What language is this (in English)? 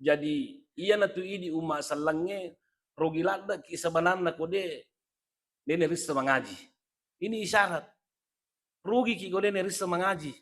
Buginese